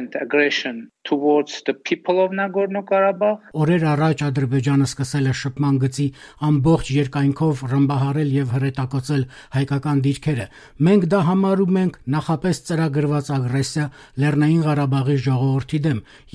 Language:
Armenian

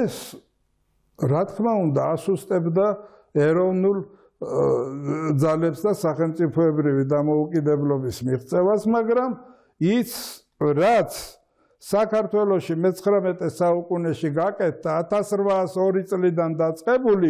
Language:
Georgian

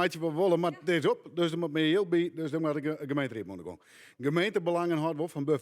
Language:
Western Frisian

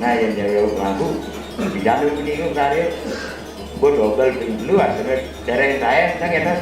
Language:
Balinese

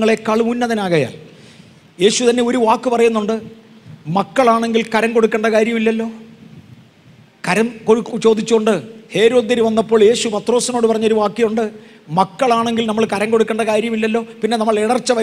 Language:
Malayalam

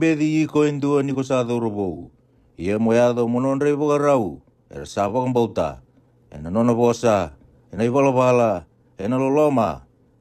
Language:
Fijian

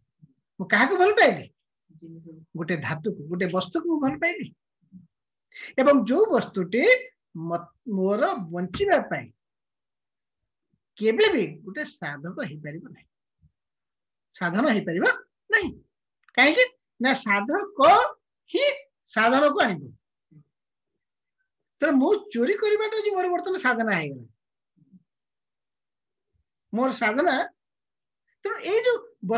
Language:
Odia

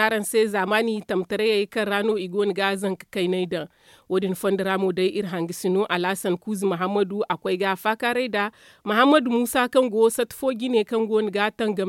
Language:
Zarma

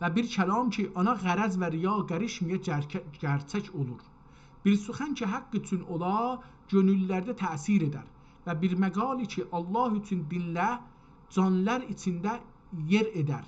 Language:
South Azerbaijani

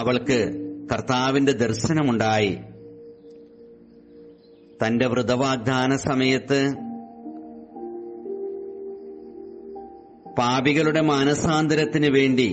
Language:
Malayalam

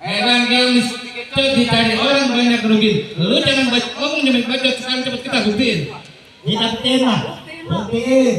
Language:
Betawi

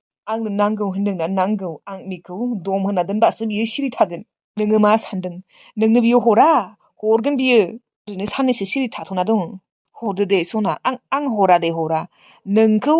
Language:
Bodo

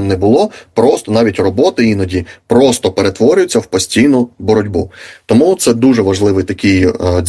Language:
Ukrainian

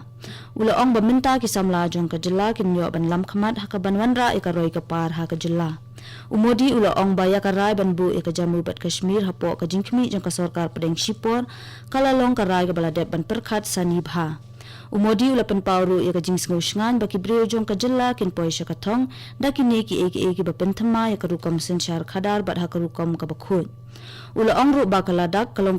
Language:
Khasi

